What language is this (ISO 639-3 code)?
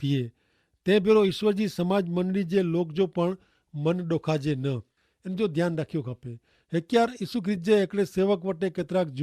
kfr